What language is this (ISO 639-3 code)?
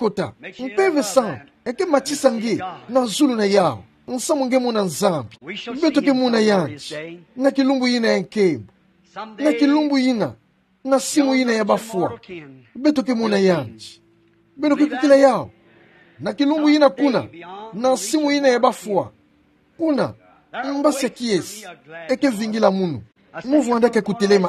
ktu